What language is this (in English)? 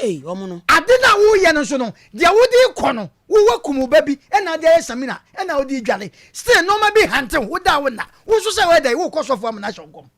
Akan